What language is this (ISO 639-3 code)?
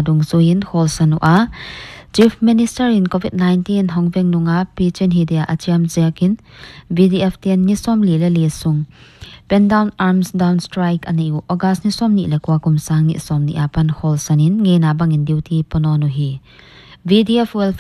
pck